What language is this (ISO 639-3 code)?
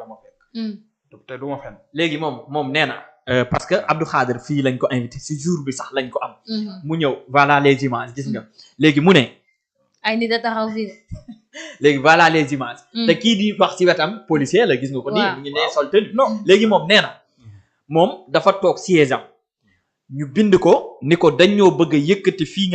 wol